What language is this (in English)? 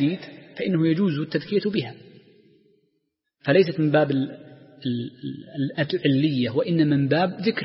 Arabic